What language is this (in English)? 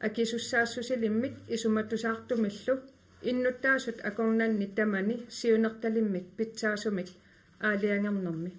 Kalaallisut